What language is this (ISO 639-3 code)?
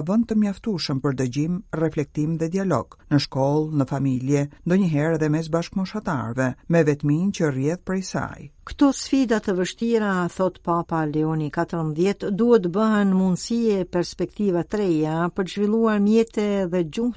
sqi